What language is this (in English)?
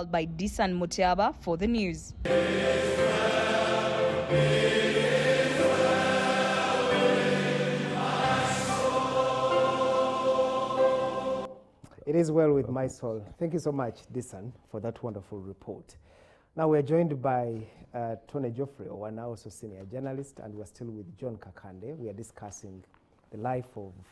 English